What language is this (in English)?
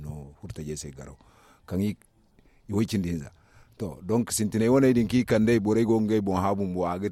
Zarma